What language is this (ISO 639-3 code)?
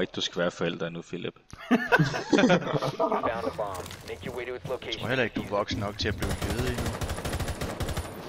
dan